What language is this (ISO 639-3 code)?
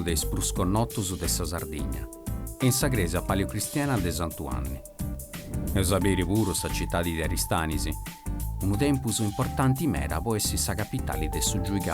srd